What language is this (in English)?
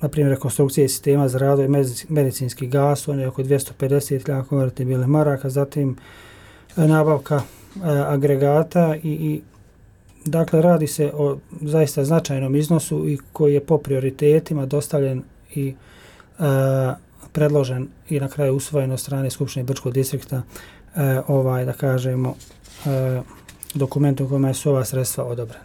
Bosnian